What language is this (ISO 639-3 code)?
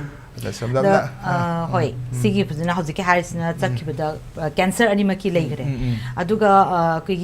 mni